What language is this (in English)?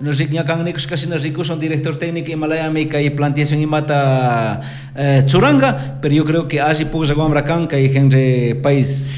Chimborazo Highland Quichua